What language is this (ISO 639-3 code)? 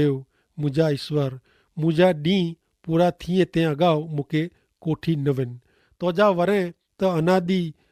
kfr